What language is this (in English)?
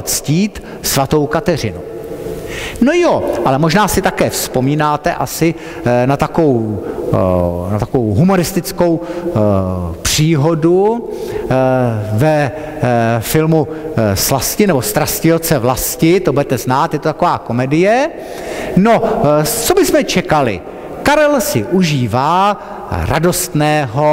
Czech